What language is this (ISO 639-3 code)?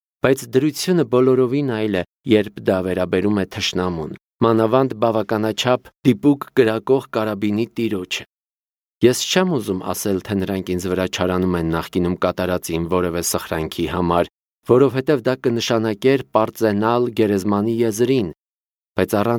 hye